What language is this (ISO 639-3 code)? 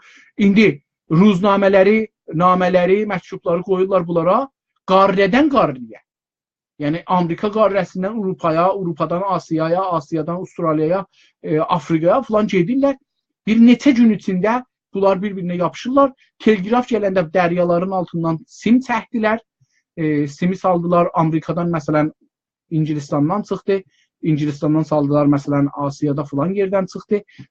azb